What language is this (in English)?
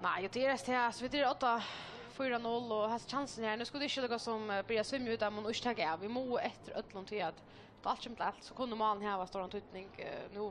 Faroese